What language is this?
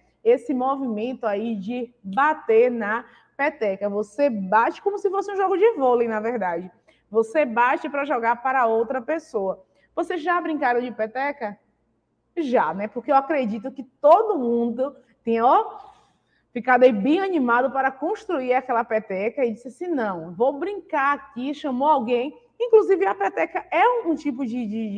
Portuguese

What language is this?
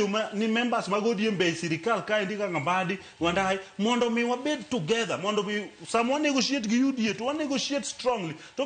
Luo (Kenya and Tanzania)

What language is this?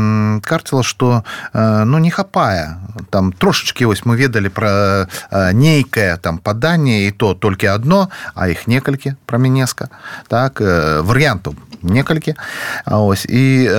Belarusian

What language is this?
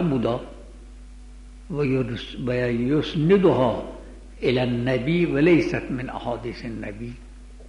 Persian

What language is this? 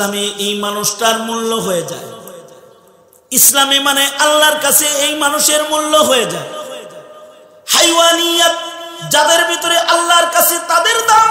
Bangla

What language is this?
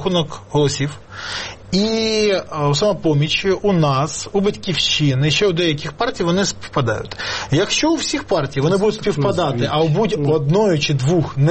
Ukrainian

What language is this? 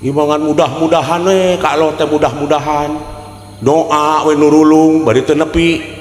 Sundanese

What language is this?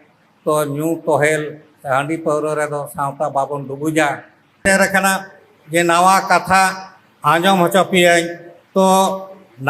Santali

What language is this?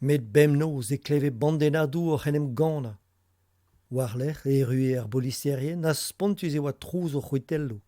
Breton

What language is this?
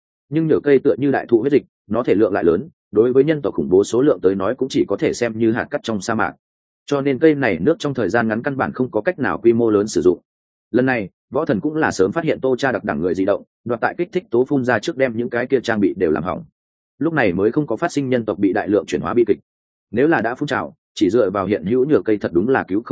Vietnamese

